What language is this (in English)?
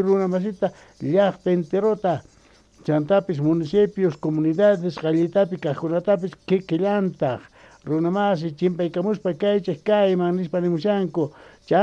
South Bolivian Quechua